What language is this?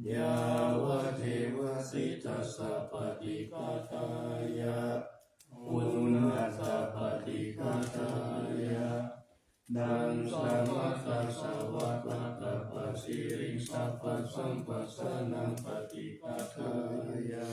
Pali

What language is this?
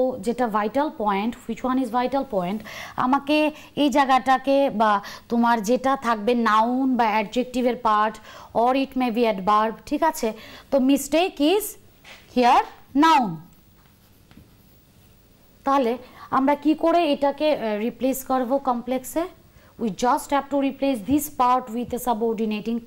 Bangla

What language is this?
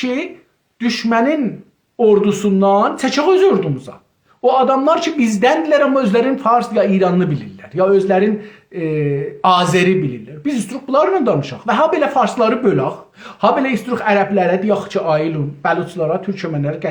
South Azerbaijani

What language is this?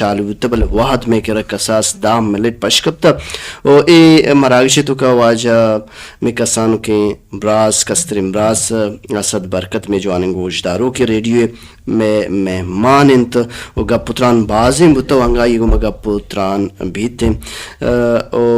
Baluchi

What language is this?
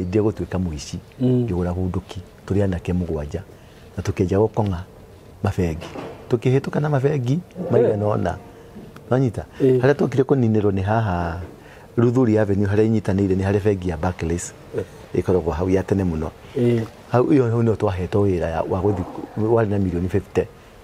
Kikuyu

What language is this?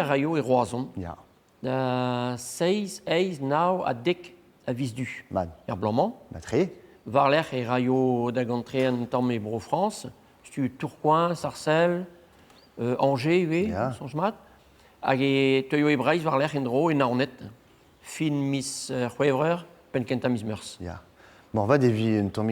Breton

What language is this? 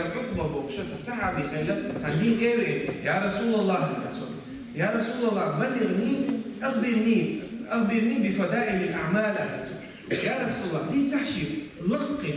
Chechen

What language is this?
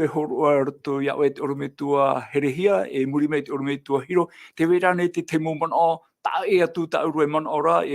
Tahitian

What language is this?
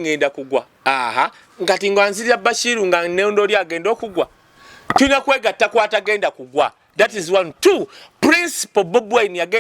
Ganda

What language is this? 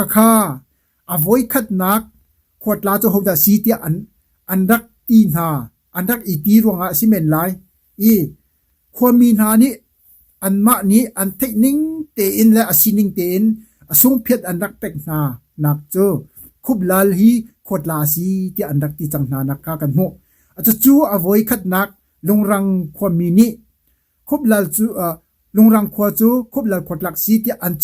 Hakha Chin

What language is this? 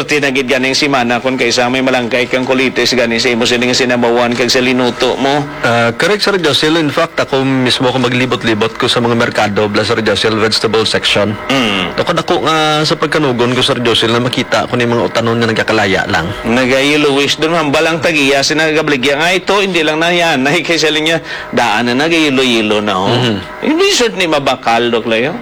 Hiligaynon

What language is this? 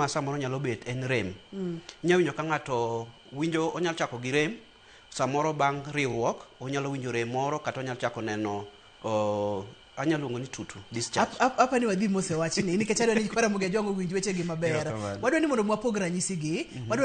Luo (Kenya and Tanzania)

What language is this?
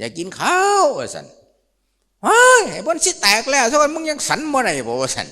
Lao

